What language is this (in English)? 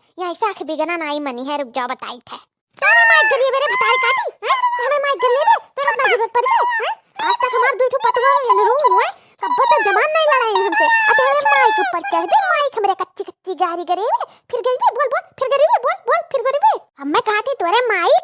Awadhi